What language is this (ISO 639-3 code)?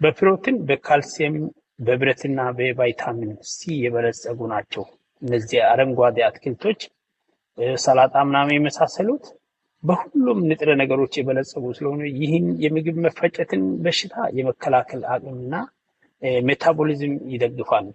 amh